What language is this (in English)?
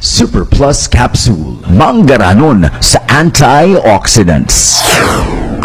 Hiligaynon